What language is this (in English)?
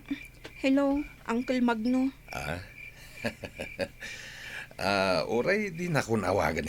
Iloko